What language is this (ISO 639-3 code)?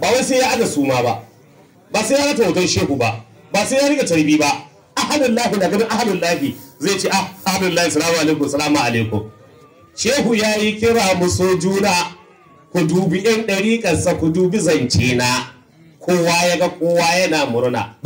hau